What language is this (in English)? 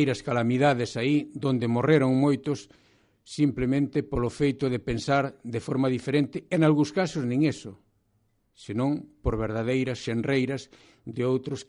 Galician